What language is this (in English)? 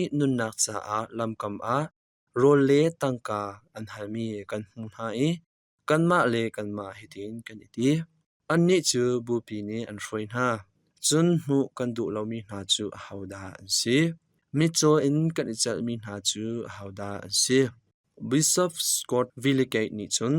Hakha Chin